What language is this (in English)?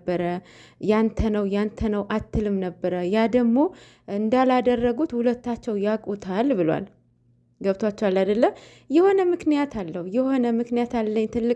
Amharic